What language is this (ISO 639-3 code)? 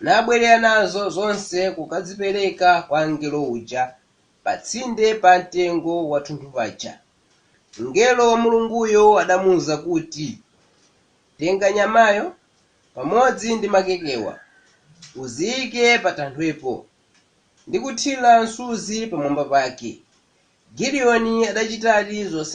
nya